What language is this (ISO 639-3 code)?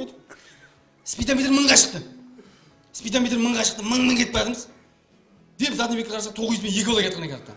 kaa